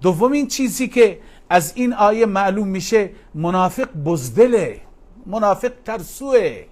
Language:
Persian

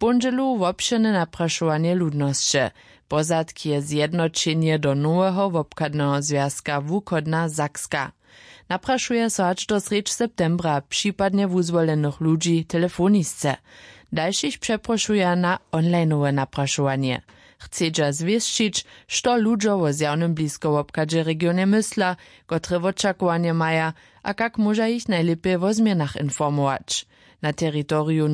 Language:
Upper Sorbian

